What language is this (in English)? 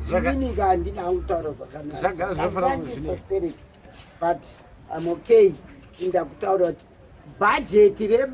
Shona